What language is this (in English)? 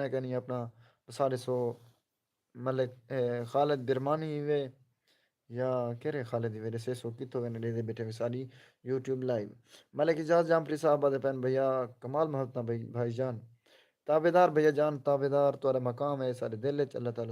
Saraiki